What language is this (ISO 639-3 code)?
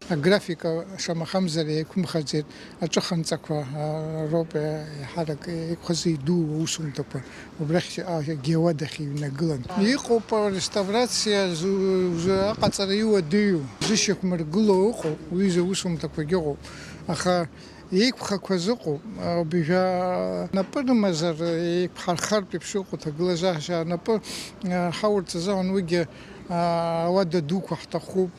abk